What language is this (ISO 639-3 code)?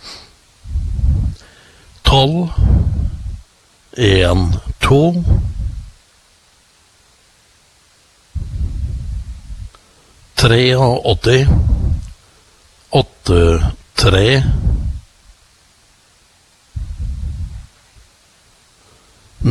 nor